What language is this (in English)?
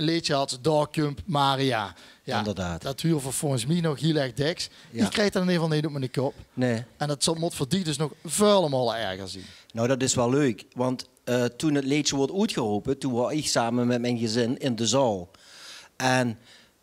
Limburgish